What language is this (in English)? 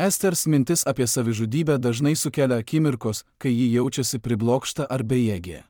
Lithuanian